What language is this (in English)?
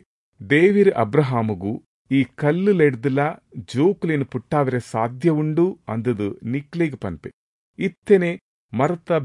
Tulu